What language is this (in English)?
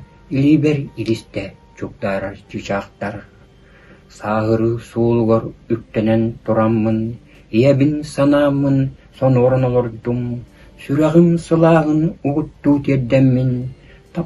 Yakut